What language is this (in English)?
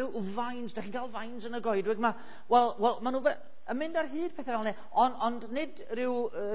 Welsh